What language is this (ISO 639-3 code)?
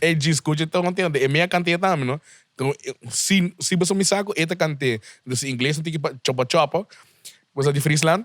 pap